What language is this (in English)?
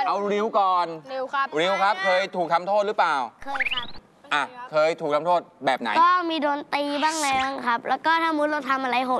Thai